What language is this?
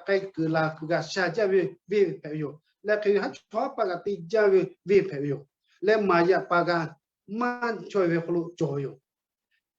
Lahu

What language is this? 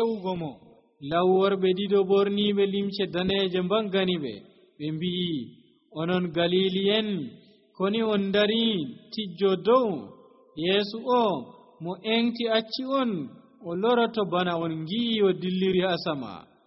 Nigerian Fulfulde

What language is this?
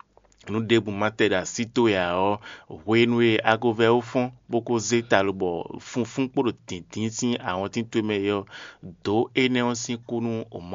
Fon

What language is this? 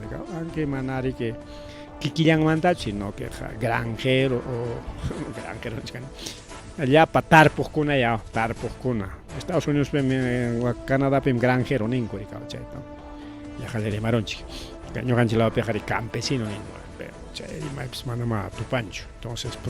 Ayacucho Quechua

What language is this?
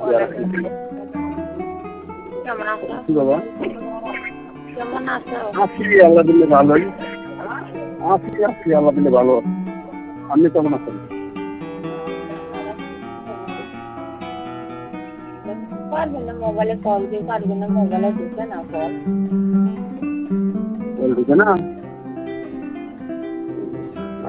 Bangla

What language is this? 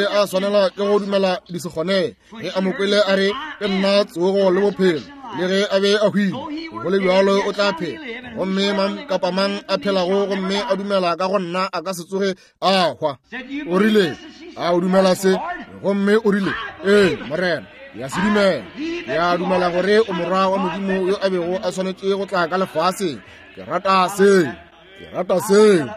Northern Sotho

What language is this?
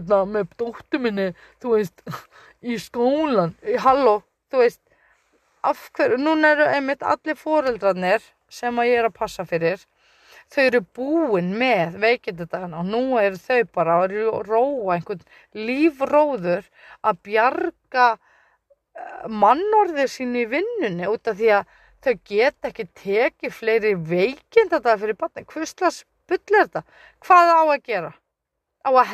Icelandic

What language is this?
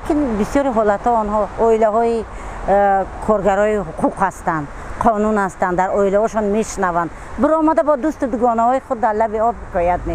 Tajik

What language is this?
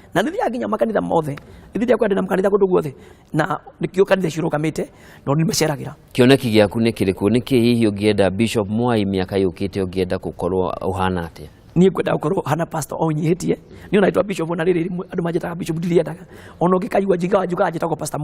Kikuyu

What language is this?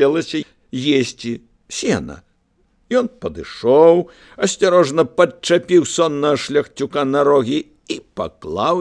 Belarusian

